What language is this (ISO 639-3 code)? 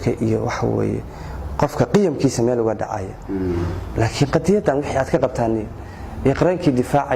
som